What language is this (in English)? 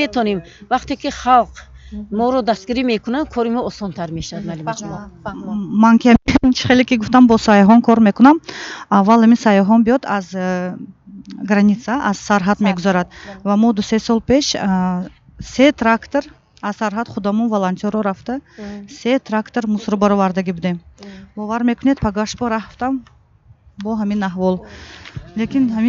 Tajik